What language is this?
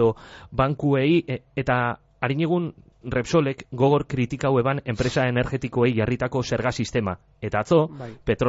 Basque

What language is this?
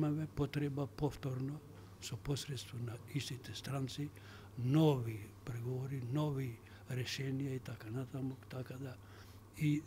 Macedonian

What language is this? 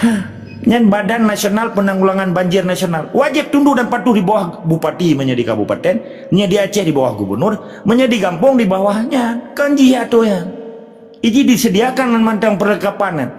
Achinese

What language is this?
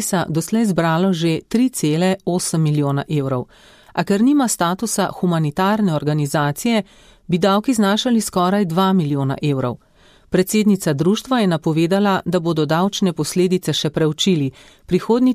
Slovenian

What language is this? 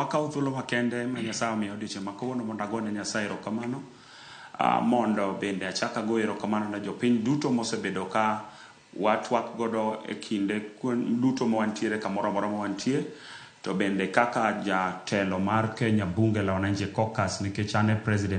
Luo (Kenya and Tanzania)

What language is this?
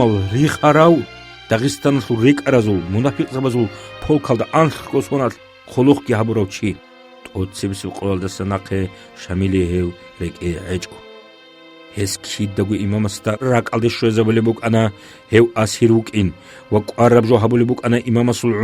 Avaric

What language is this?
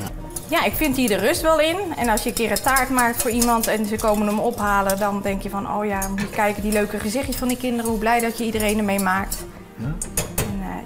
Dutch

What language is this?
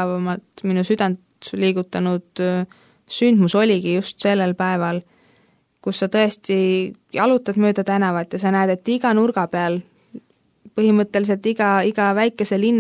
Estonian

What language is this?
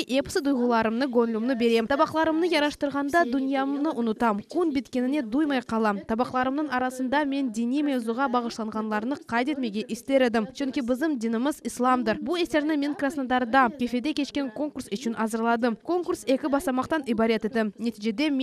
Crimean Tatar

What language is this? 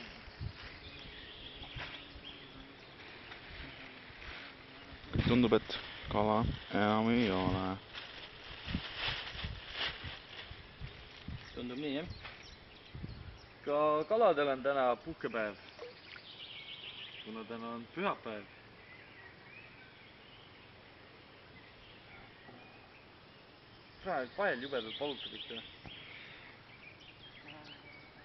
Estonian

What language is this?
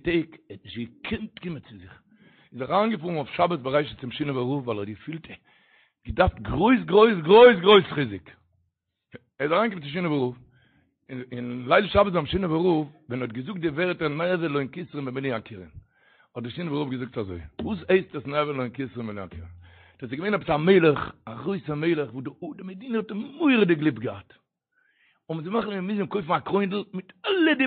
Yiddish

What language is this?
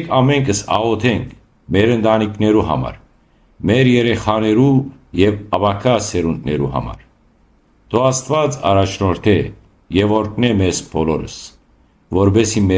Western Armenian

